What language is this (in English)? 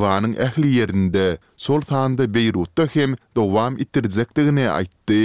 Turkmen